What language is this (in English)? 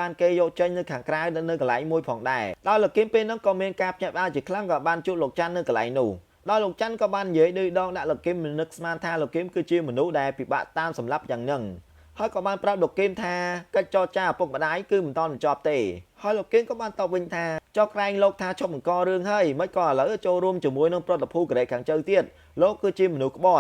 Khmer